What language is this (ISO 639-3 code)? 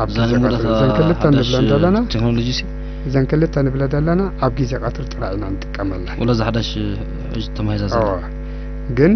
tir